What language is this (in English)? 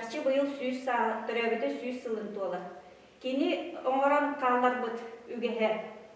Yakut